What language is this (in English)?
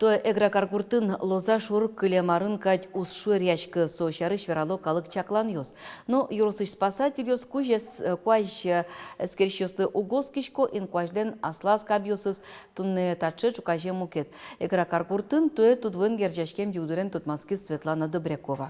Udmurt